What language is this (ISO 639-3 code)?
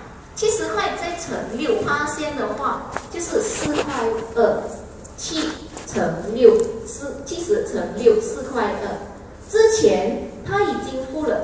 zho